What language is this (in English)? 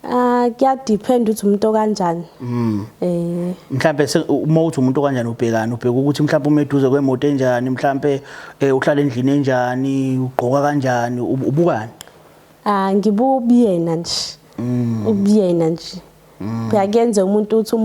Zulu